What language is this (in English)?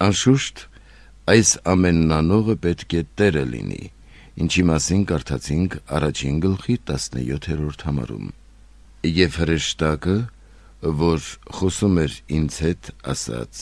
Armenian